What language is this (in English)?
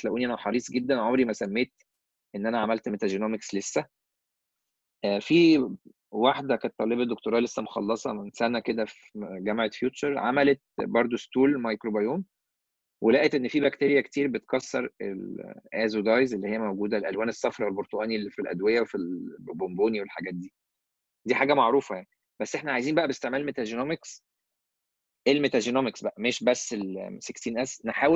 Egyptian Arabic